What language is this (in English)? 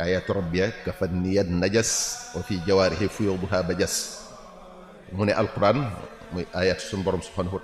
Wolof